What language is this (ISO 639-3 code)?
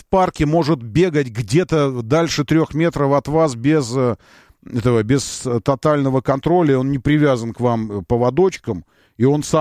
rus